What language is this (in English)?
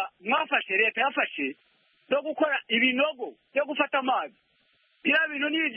Kinyarwanda